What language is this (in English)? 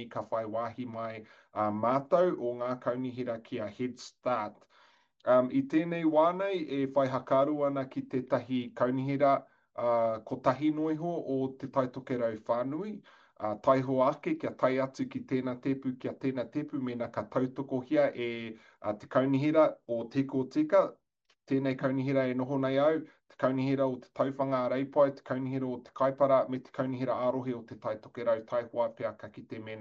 Māori